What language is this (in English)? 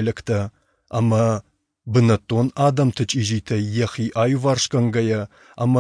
Ossetic